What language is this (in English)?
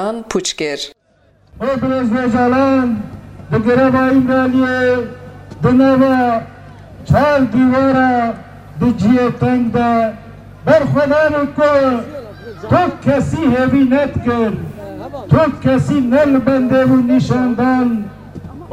Kurdish